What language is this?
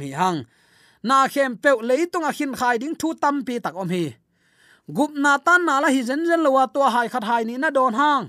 Tedim Chin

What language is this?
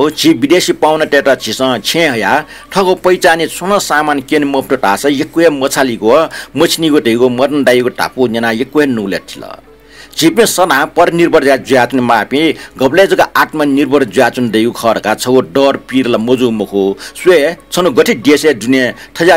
Newari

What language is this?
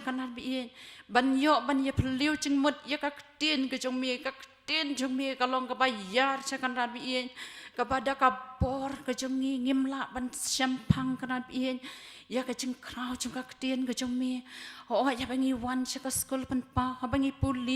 Khasi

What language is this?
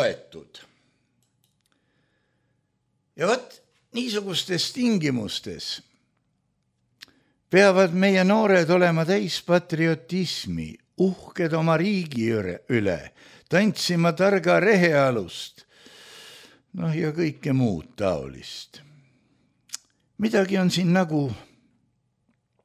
Estonian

